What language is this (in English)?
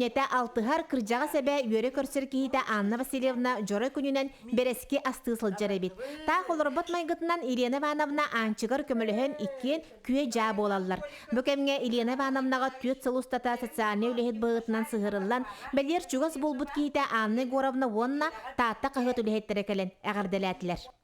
Yakut